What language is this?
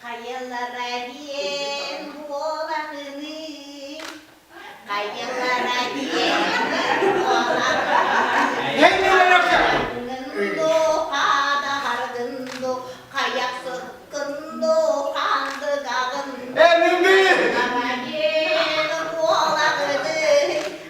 Yakut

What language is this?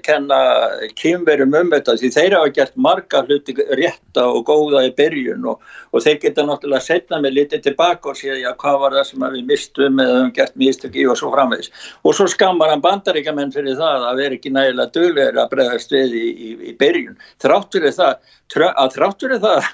Icelandic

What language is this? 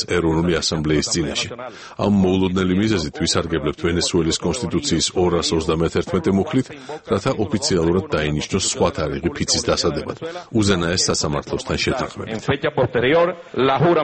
Georgian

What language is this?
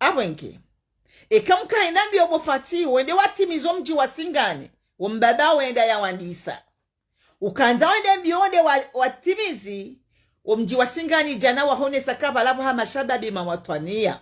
Ngazidja Comorian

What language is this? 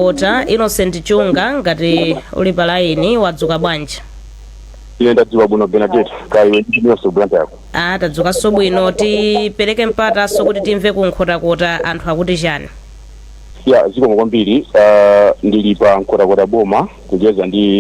Nyanja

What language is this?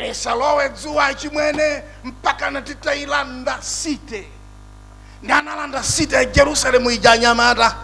Nyanja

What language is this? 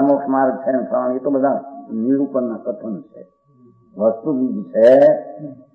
Gujarati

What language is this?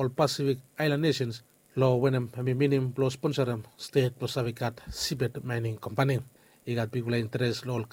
Bislama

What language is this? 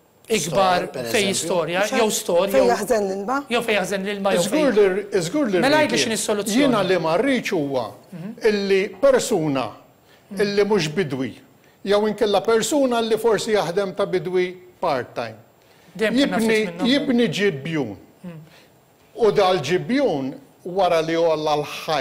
Maltese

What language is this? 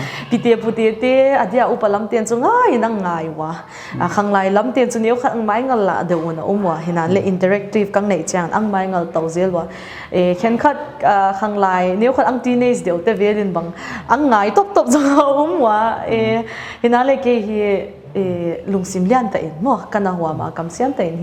Paite Chin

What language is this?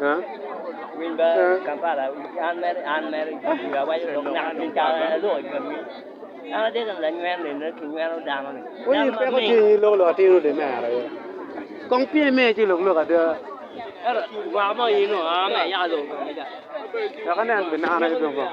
Acoli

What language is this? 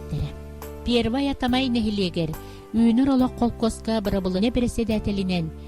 Yakut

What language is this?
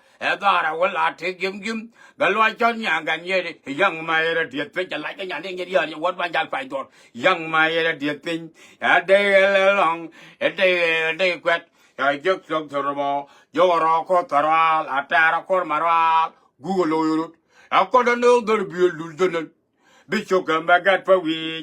Nuer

